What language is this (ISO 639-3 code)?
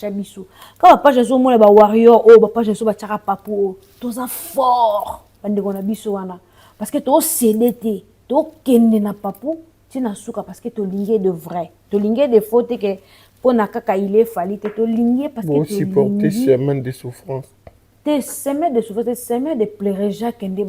lin